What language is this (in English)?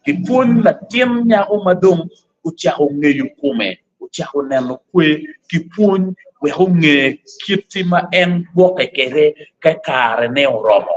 Acoli